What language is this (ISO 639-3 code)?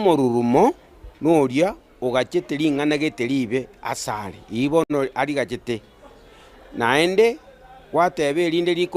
guz